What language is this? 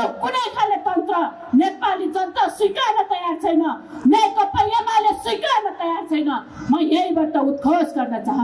Nepali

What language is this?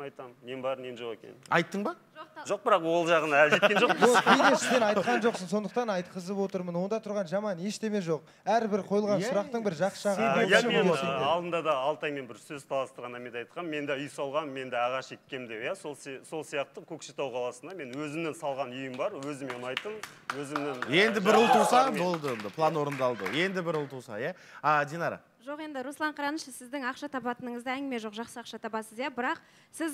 Kazakh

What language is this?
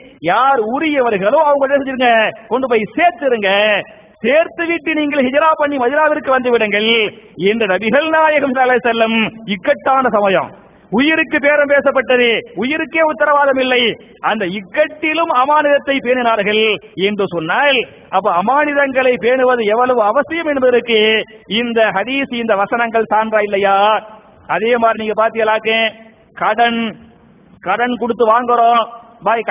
Tamil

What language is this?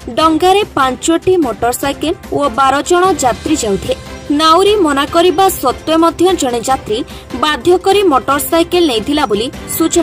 Odia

